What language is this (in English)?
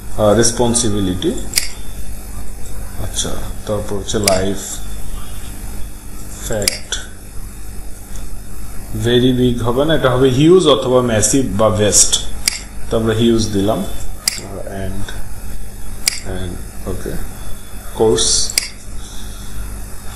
Bangla